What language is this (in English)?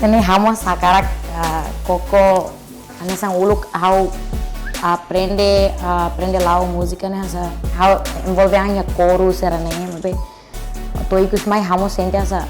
Tetum